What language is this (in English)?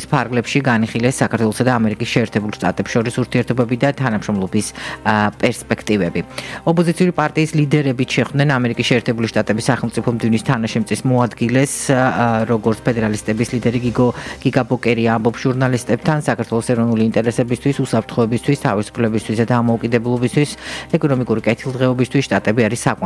Georgian